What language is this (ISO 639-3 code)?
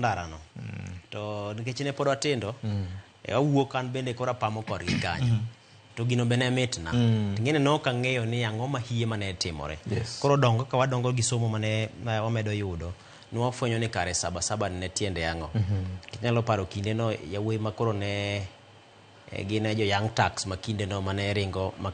luo